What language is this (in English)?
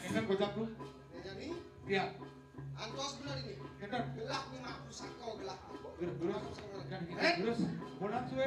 Balinese